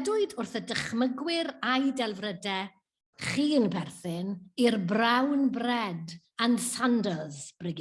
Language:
Welsh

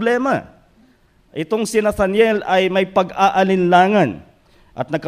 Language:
Filipino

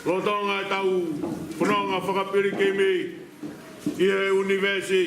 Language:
Tongan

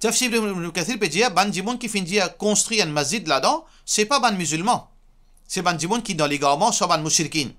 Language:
Morisyen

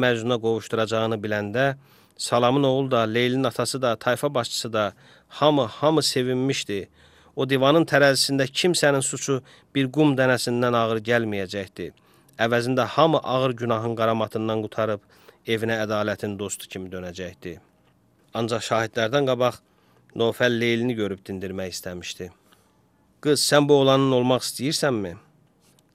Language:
Azerbaijani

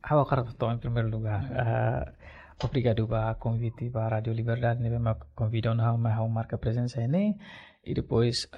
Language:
Tetum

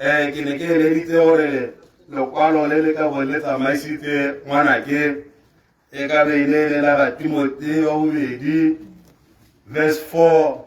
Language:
Tswana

